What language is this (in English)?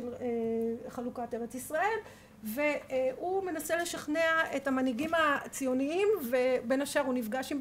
Hebrew